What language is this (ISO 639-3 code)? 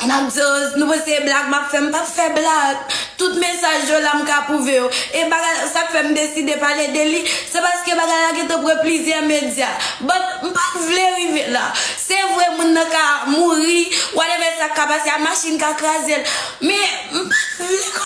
hat